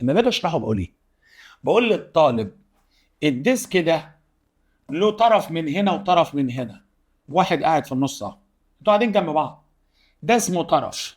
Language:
Egyptian Arabic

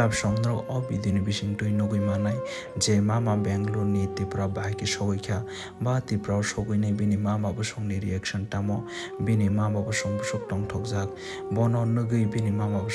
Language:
Kok Borok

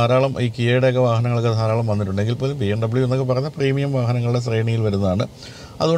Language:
Malayalam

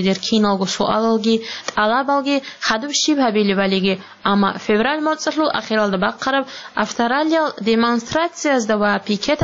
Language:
Avaric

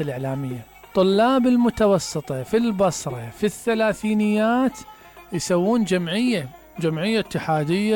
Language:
Mesopotamian Arabic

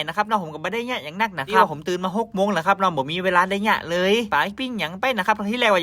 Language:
Northern Thai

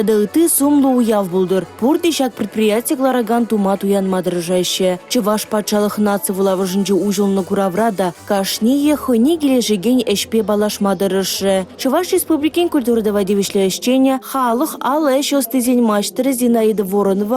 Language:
Chuvash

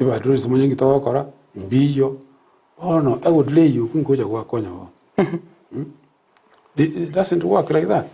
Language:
Gusii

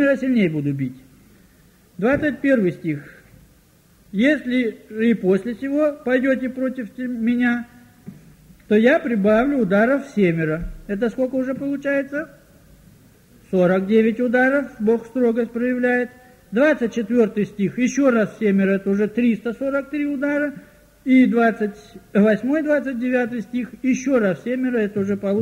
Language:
Russian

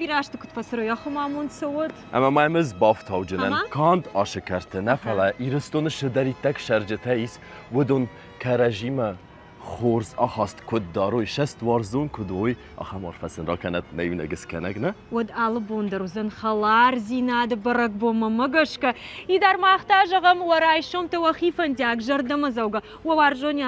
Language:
Ossetic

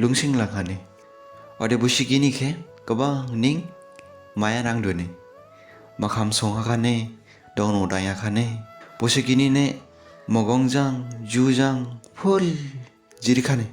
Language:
Dimasa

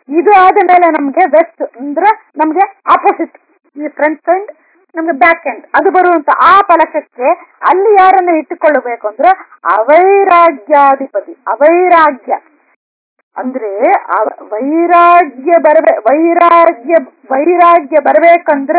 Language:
Kannada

